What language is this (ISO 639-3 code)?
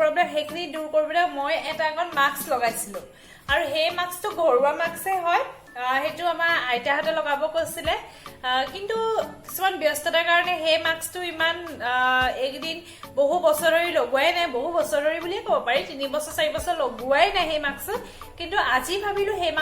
asm